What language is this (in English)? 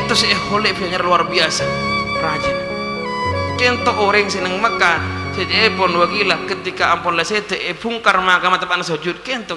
Madurese